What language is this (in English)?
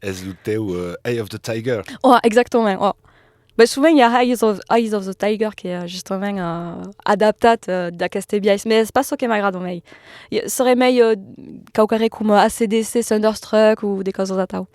Occitan